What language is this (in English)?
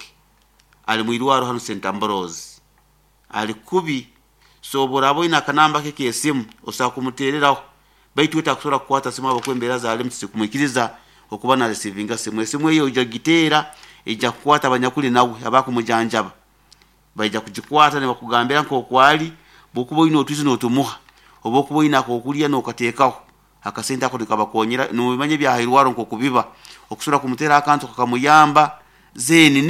Nyoro